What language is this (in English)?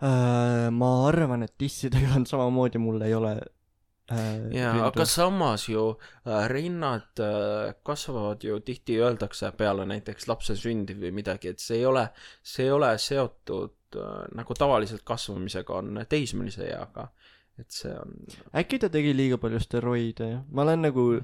Estonian